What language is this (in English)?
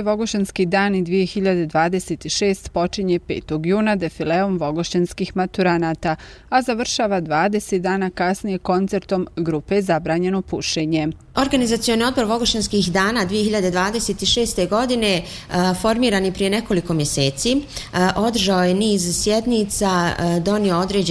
Bosnian